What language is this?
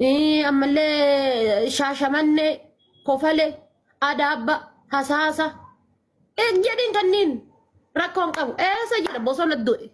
Oromo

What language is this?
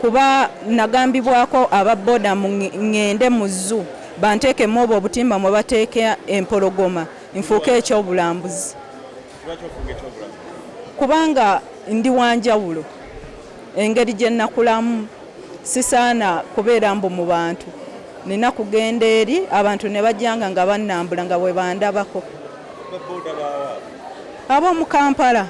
Ganda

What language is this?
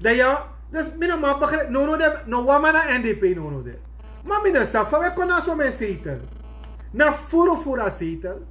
Sranan Tongo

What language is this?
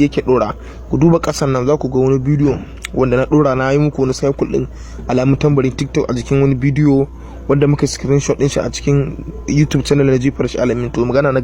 Hausa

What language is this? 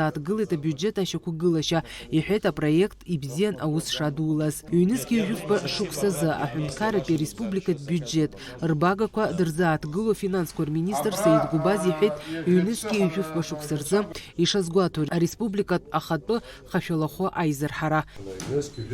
Abkhazian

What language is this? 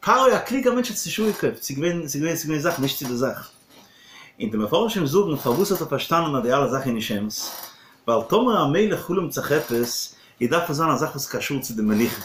Yiddish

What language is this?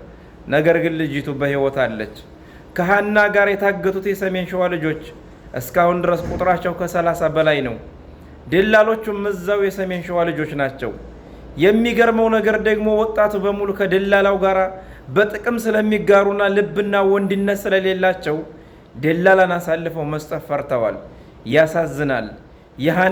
Amharic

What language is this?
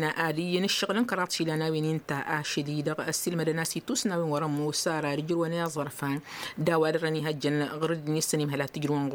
Tamasheq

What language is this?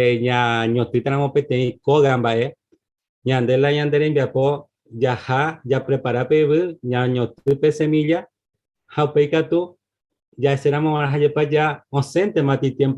Guarani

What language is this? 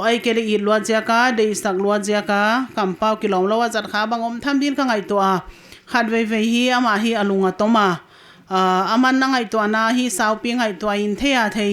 Paite Chin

